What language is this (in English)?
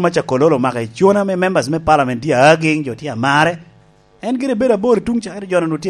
Lango (Uganda)